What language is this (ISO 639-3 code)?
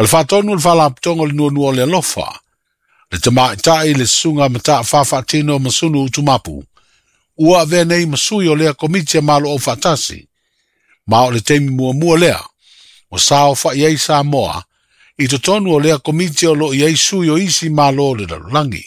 smo